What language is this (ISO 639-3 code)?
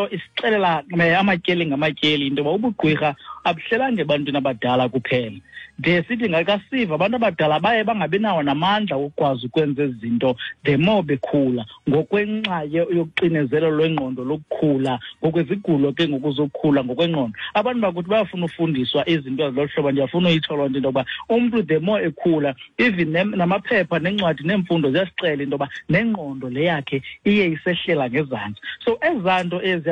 xho